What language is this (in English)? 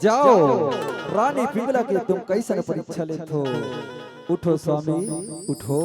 Chhattisgarhi